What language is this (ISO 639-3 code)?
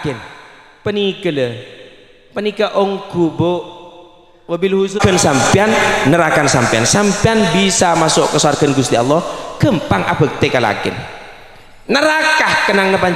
mad